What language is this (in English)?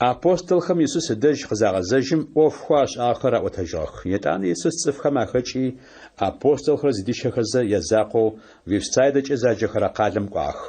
Adyghe